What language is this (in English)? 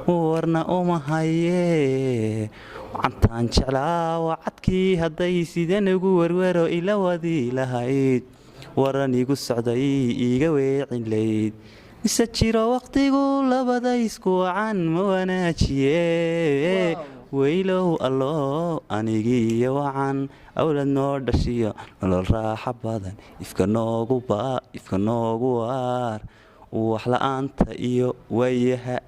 Somali